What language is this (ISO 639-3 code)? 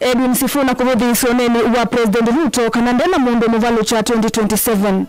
kam